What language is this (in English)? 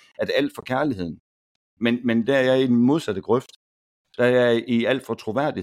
Danish